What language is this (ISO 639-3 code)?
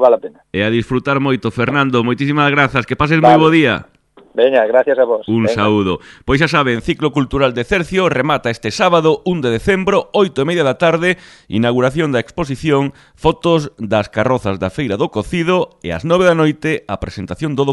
glg